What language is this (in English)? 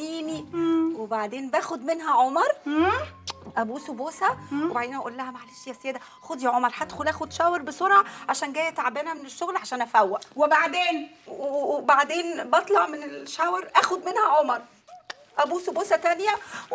Egyptian Arabic